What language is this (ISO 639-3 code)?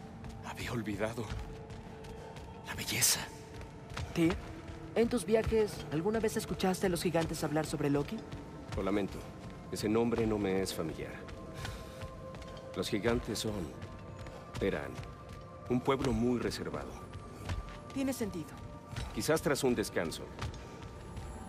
spa